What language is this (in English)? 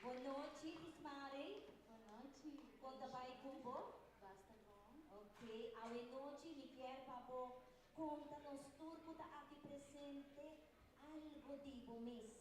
Papiamento